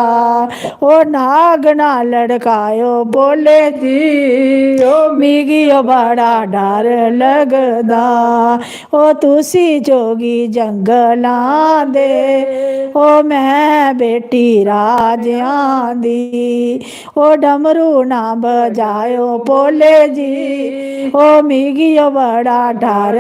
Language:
Dogri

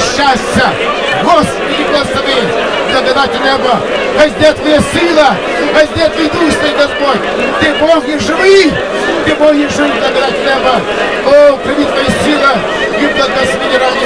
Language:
Ukrainian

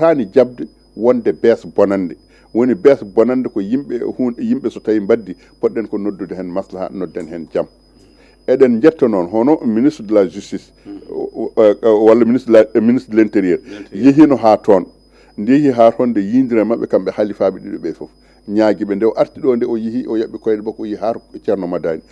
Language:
Fula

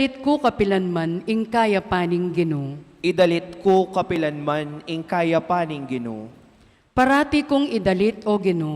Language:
Pampanga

